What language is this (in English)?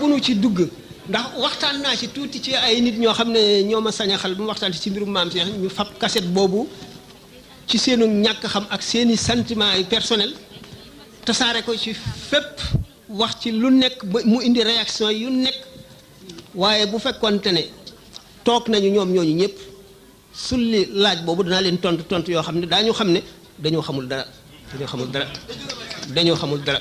Wolof